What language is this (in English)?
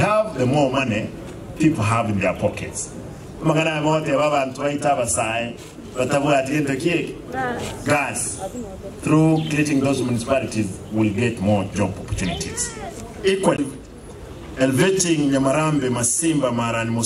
Gusii